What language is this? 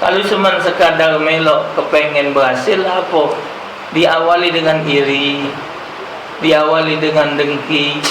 Musi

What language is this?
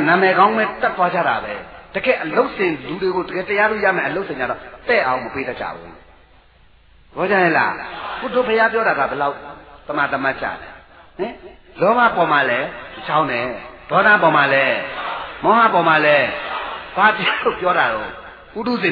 Burmese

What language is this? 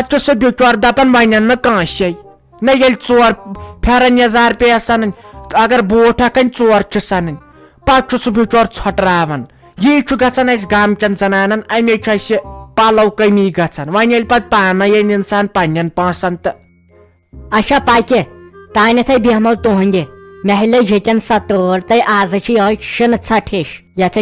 Kashmiri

